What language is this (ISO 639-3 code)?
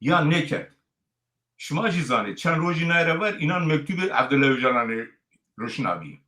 zza